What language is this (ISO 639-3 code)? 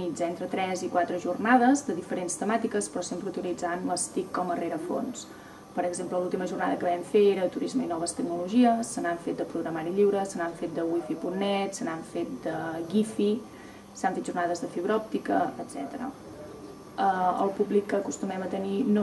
cat